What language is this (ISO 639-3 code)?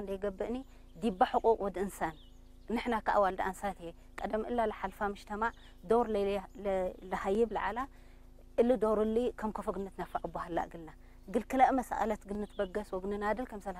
tig